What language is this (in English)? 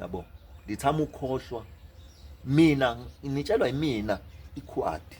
Zulu